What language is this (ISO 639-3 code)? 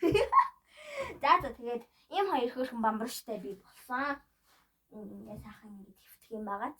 mon